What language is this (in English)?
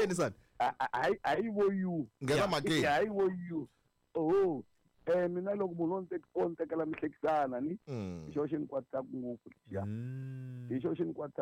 Tsonga